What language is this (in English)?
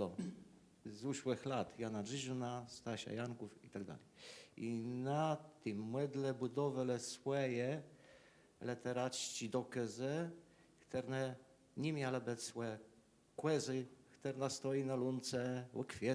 Kashubian